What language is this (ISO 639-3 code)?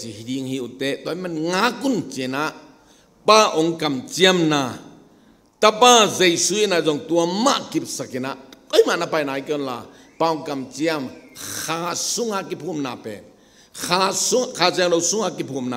ctd